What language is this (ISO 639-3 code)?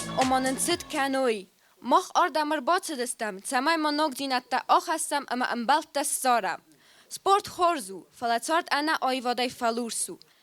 oss